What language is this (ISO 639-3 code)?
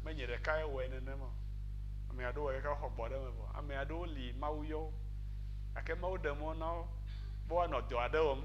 ewe